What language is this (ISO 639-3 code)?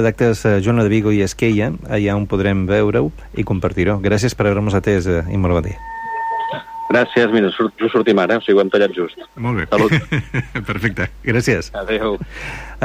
cat